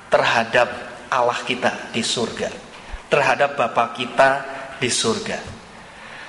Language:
Indonesian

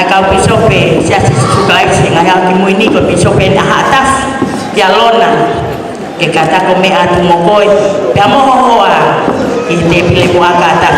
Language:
Tongan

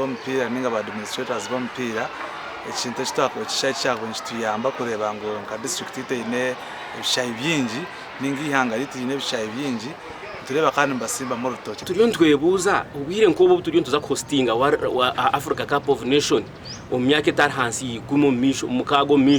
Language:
Nyankole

